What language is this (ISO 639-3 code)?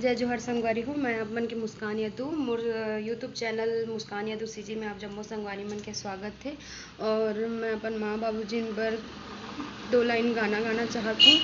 hne